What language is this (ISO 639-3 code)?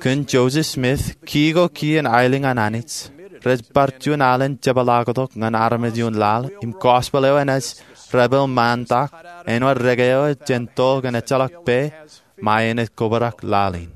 mah